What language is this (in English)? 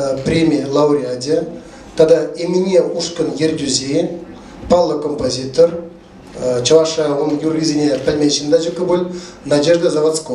Chuvash